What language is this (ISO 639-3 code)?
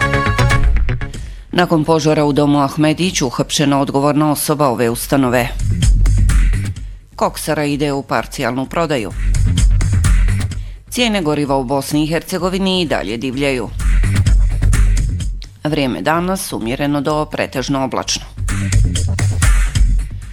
bos